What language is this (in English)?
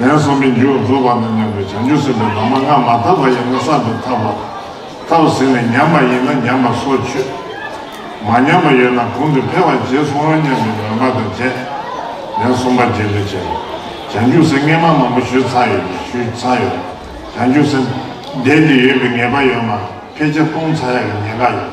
Tibetan